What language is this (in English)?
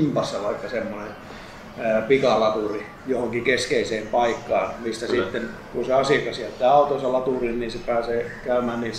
Finnish